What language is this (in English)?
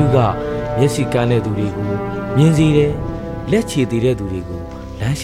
Burmese